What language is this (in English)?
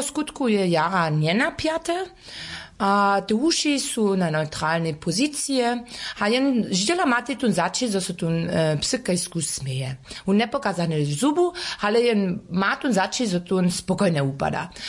Upper Sorbian